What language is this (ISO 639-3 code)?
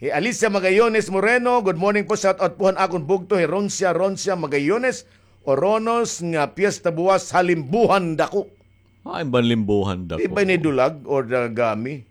war